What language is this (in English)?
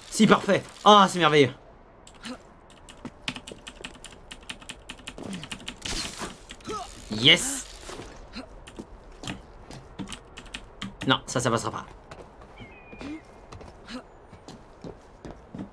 French